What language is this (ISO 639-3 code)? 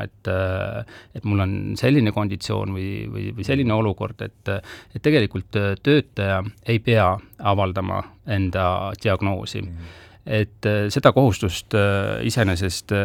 est